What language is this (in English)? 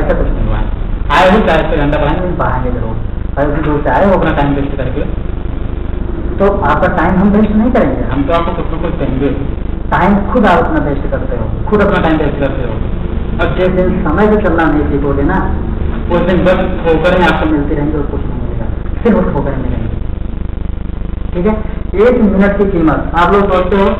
Hindi